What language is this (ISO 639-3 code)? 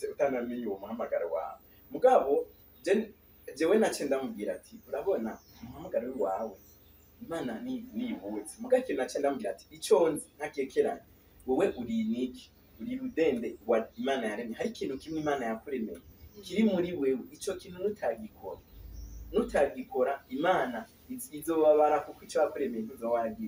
run